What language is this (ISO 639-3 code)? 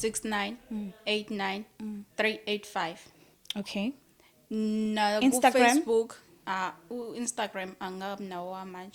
zul